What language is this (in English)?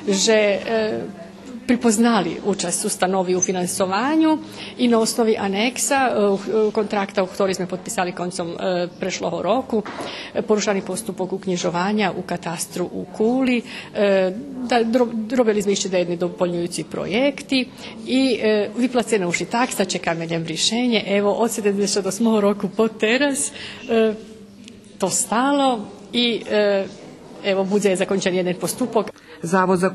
Rusyn